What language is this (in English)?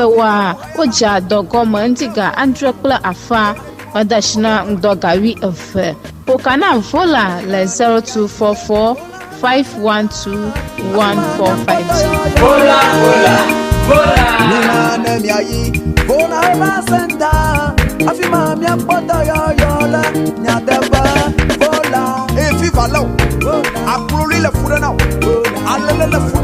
Ewe